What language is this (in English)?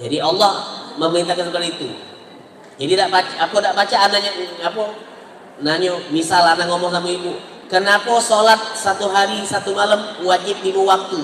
Musi